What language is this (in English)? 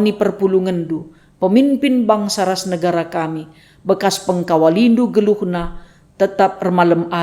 Batak Karo